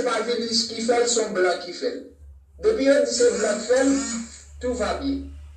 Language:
Haitian Creole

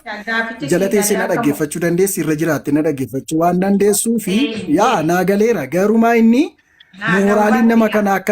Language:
Oromo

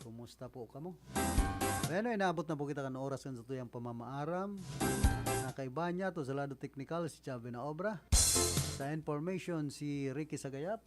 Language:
Bikol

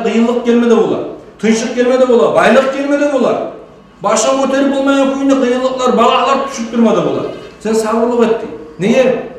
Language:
Kumyk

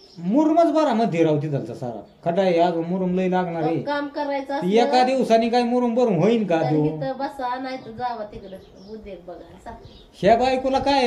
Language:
Marathi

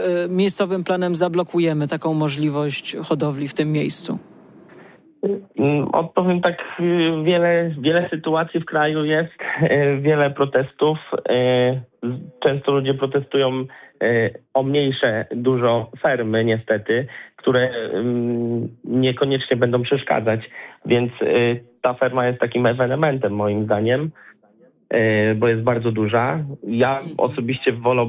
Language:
Polish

